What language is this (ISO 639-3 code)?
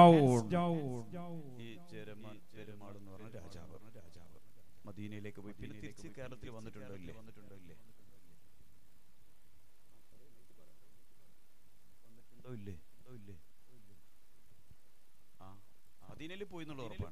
mal